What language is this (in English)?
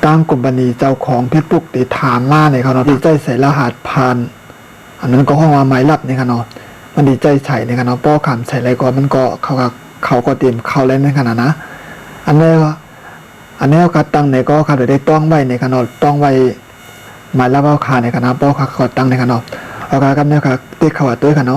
Shan